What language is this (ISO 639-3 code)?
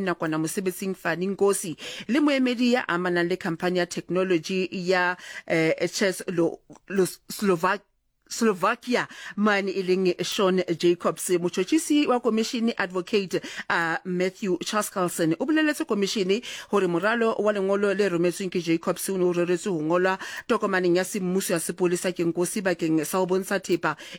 sot